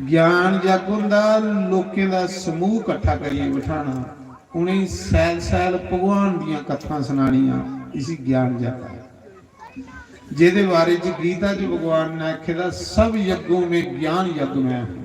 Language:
Dogri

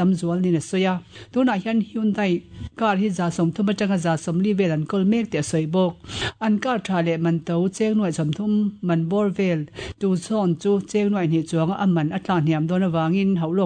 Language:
Mizo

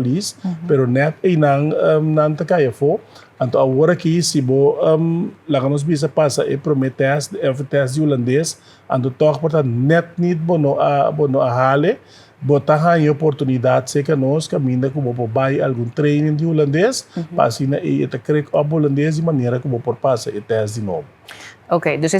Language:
Papiamento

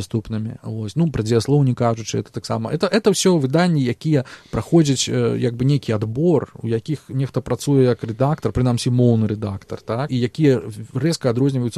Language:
Belarusian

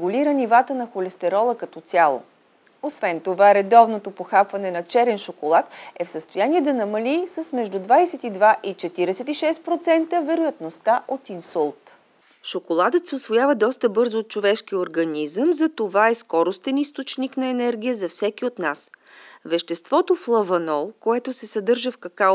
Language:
Bulgarian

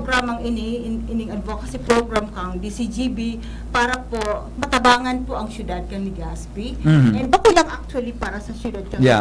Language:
Bikol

